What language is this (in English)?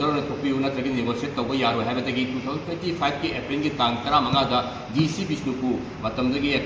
Manipuri